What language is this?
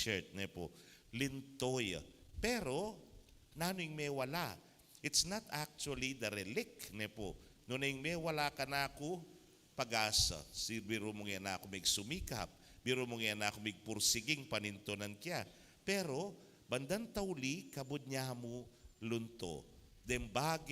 Pampanga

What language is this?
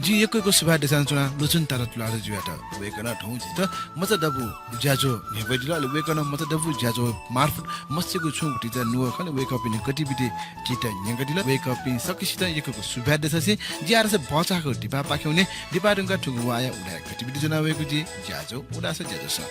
Newari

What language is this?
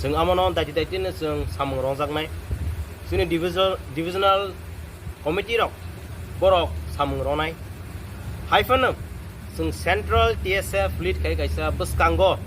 Kok Borok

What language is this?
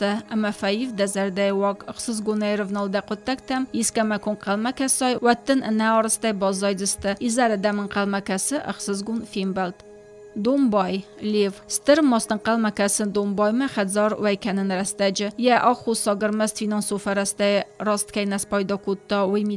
Ossetic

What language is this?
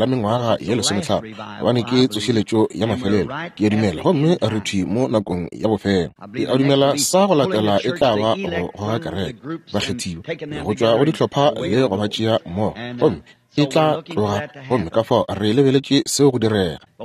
Northern Sotho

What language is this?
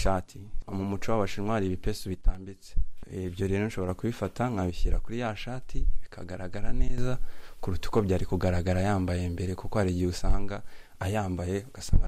Kinyarwanda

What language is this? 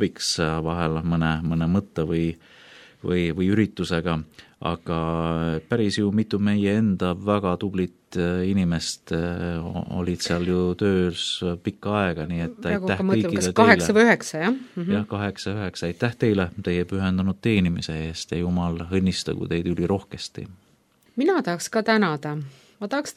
Estonian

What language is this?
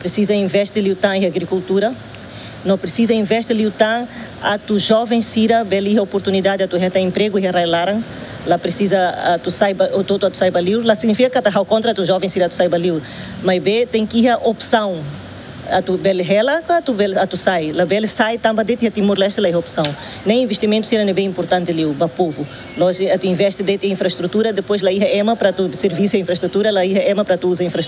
Tetum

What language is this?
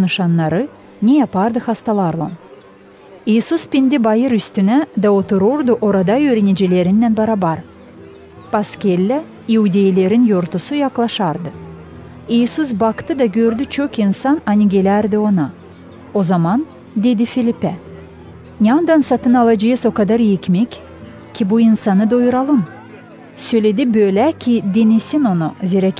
Gagauz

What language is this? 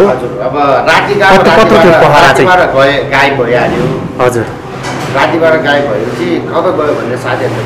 Nepali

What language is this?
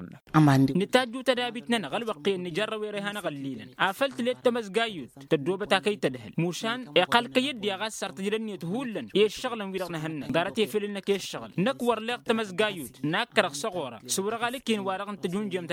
Tamasheq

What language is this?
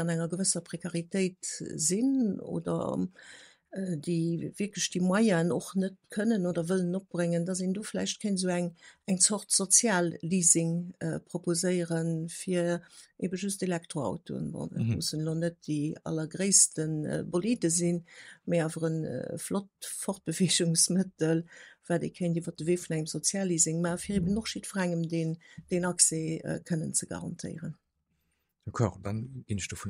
Luxembourgish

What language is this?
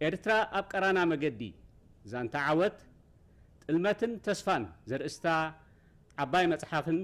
Tigrinya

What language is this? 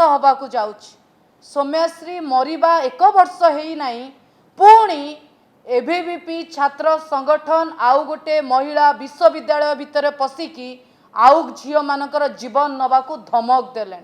Odia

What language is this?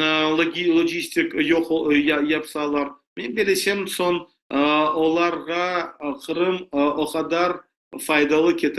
Crimean Tatar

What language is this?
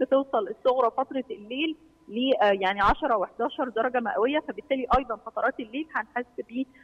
Egyptian Arabic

